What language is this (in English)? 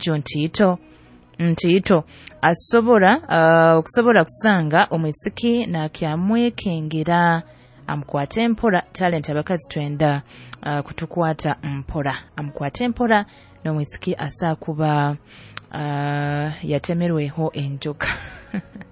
Nyoro